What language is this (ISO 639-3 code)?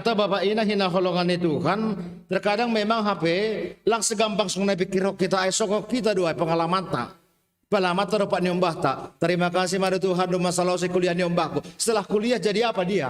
bts